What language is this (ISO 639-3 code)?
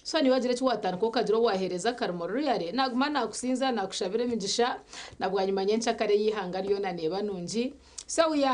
nyn